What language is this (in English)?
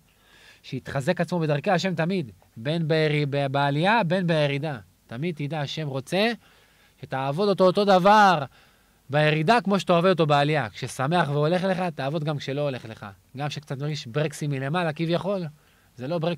Hebrew